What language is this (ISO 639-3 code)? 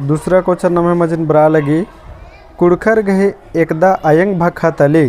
kru